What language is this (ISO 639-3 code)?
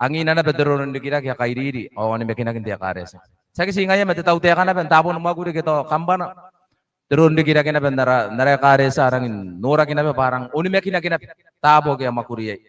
gil